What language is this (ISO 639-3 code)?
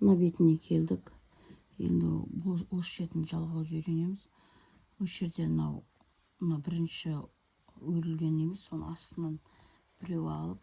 kaz